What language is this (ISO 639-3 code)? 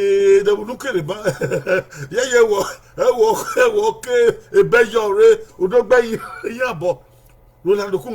bin